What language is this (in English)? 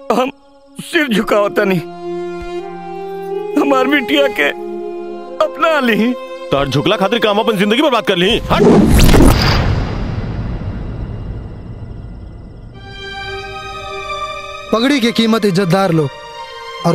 Bhojpuri